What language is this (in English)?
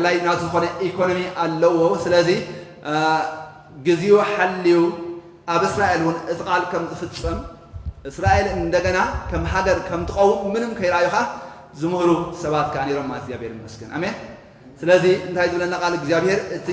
Tigrinya